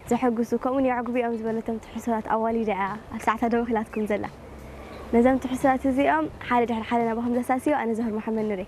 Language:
Tigrinya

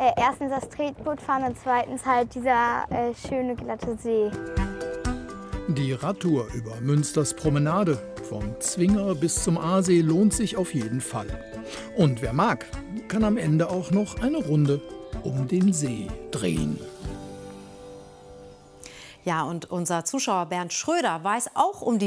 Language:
German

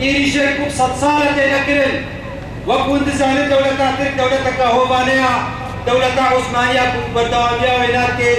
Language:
Kurdish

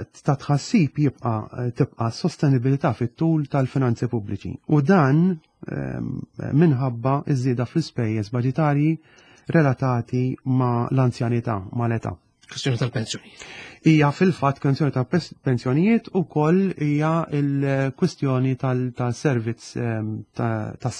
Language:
Maltese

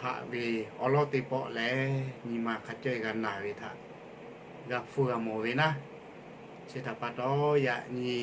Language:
Lahu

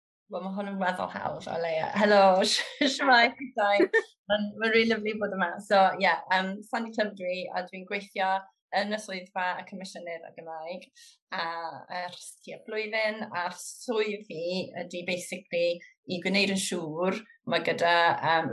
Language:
Welsh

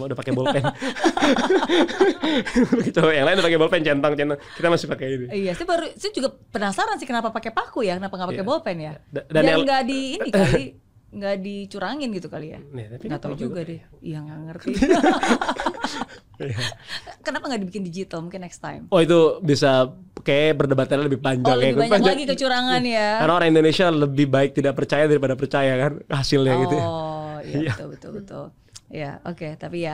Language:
Indonesian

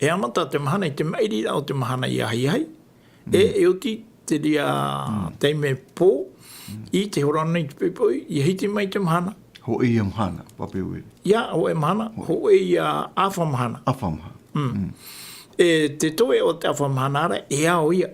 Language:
Tahitian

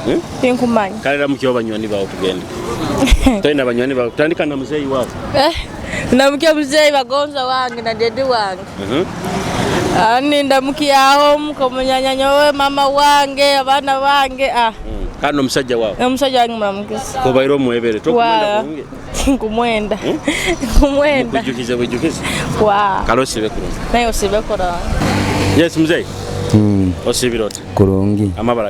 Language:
Tooro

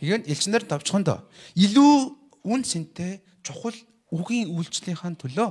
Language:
Mongolian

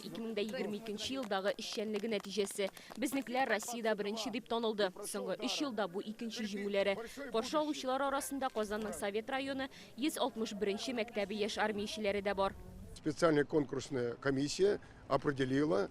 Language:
Tatar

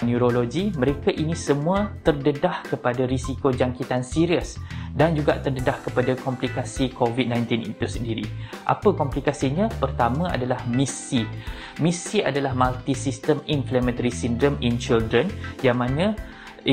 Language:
Malay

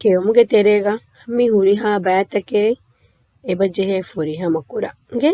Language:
Divehi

